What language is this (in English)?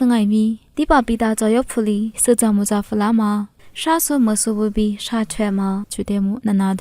Lisu